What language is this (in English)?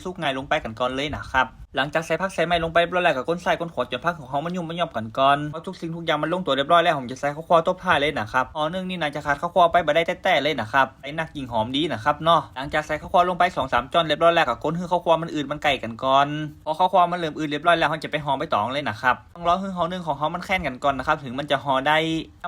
Northern Thai